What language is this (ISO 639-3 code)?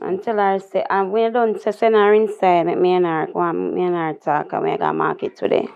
jam